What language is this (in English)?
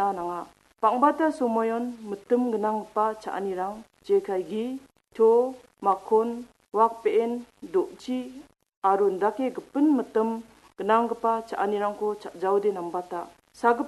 Garo